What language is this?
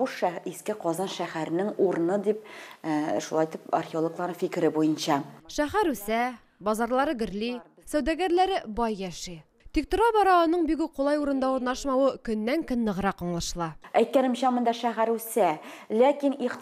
Tatar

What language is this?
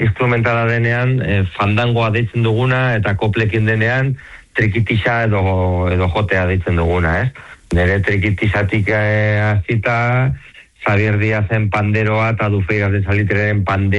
Basque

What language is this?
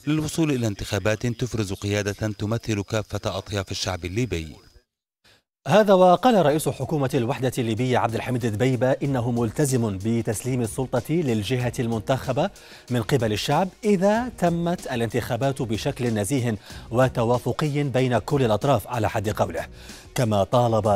Arabic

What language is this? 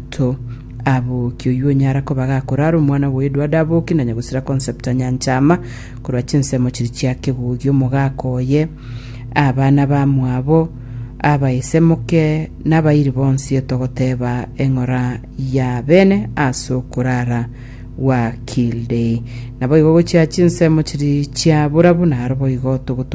Gusii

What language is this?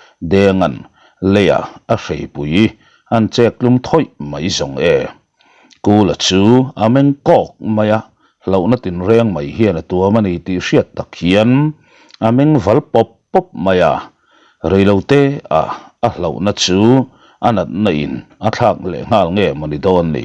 Mizo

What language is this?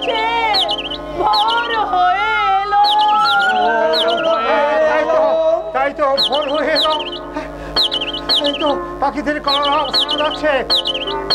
Bangla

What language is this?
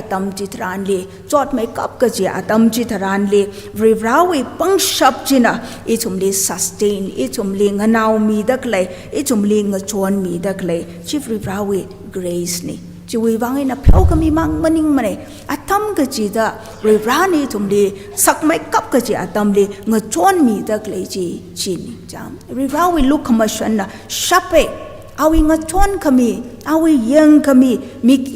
Tangkhul Naga (India)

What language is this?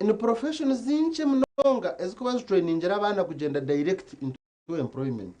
Nyankole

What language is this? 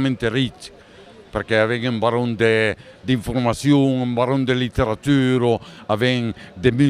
Occitan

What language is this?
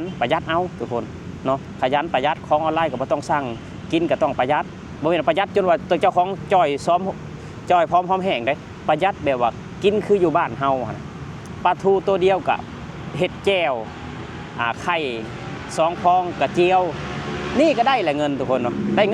Lao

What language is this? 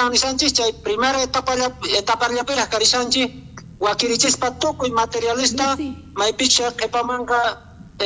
South Bolivian Quechua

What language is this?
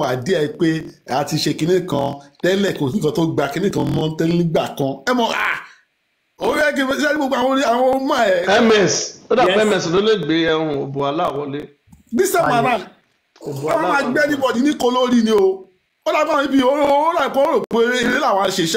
Yoruba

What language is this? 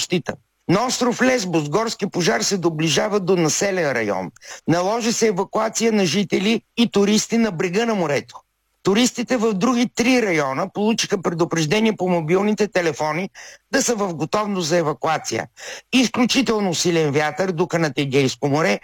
Bulgarian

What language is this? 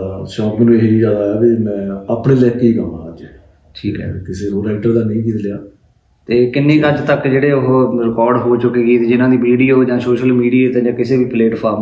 Punjabi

